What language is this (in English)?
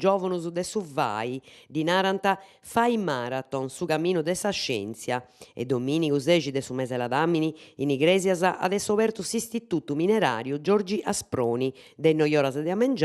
Sardinian